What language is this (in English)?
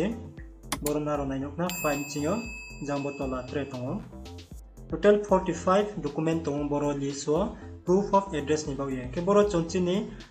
Riang (India)